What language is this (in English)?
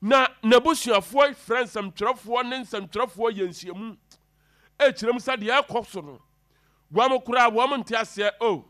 Akan